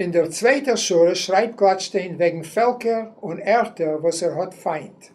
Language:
Yiddish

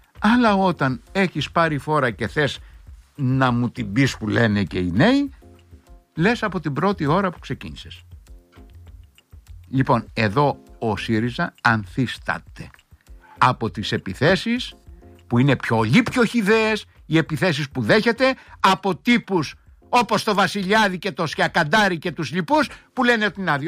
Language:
Greek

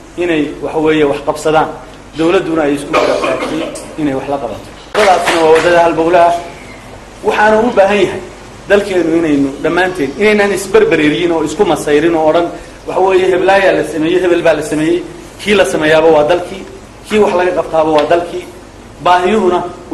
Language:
Somali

